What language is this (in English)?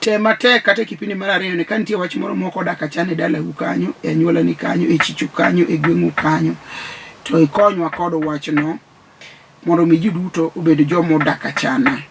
Luo (Kenya and Tanzania)